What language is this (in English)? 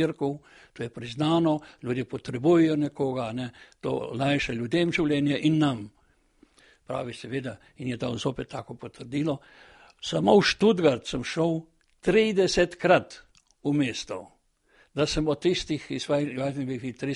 Slovenian